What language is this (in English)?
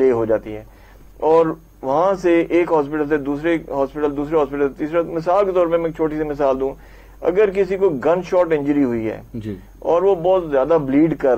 Urdu